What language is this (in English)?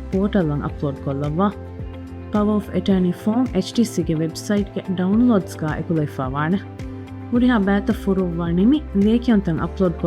Divehi